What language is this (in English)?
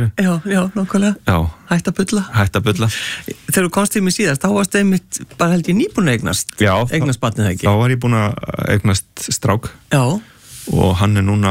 Icelandic